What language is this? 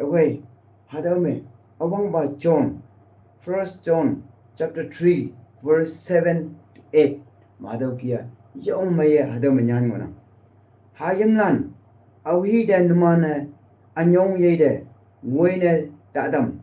Konyak Naga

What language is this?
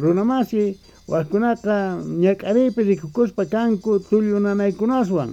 South Bolivian Quechua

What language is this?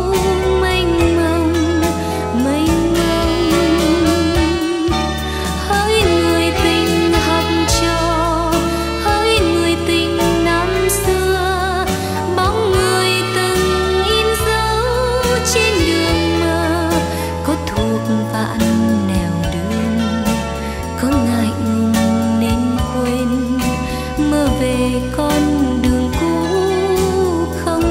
Vietnamese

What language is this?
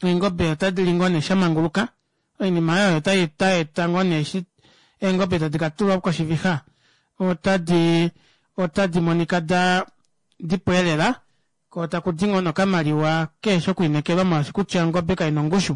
Kuanyama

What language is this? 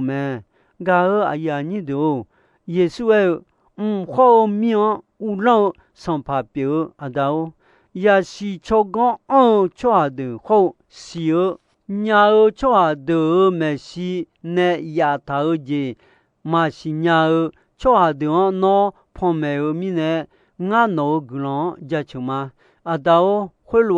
Akha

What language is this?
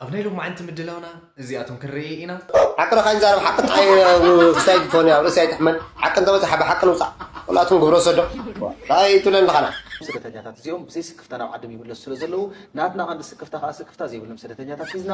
Tigrinya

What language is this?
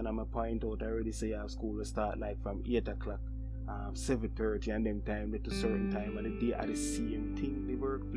Jamaican Creole English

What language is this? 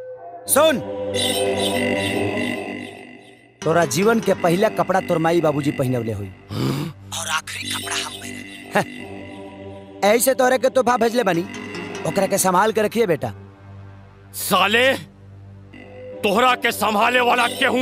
Bhojpuri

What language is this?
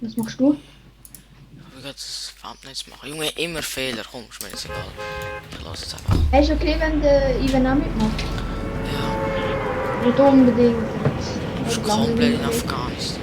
Swiss German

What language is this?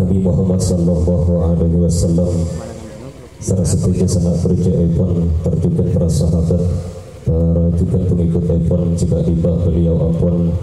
Madurese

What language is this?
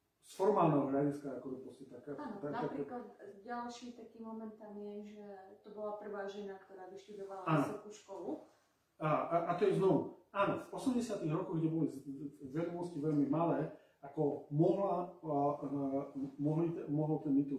Slovak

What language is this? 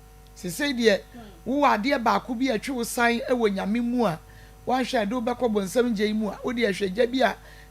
Akan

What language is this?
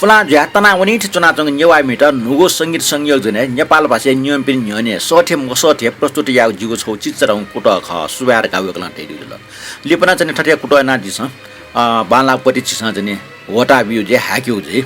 Newari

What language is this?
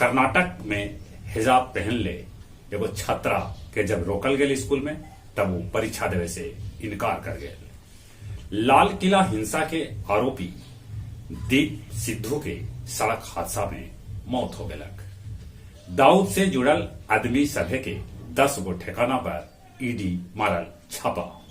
Magahi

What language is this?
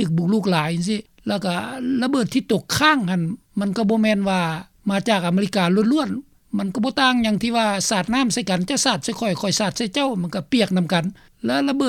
Lao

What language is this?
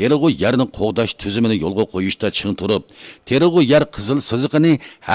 Uyghur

